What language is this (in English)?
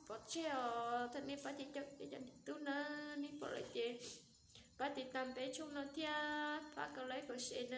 Hmong